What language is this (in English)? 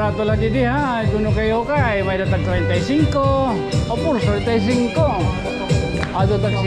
Waray